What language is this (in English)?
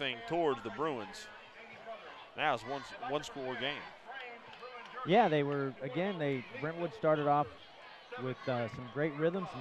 English